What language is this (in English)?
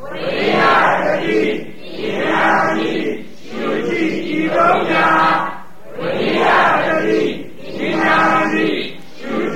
Burmese